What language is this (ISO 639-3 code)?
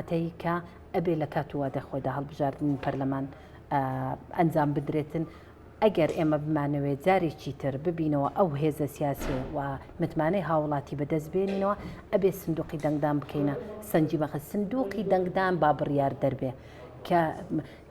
ckb